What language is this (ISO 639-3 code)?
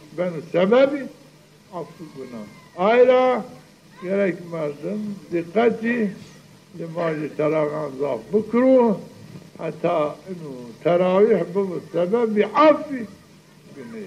zza